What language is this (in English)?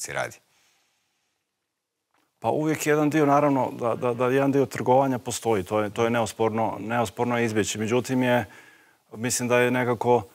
Croatian